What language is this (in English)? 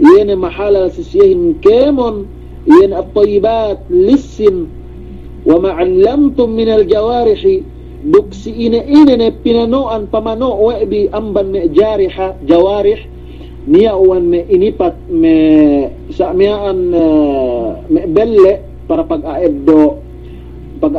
Yakan